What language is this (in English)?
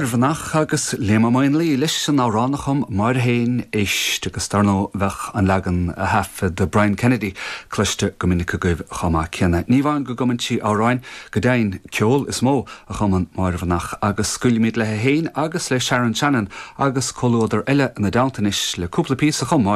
Irish